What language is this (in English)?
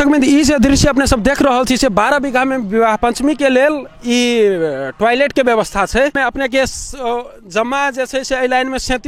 Maithili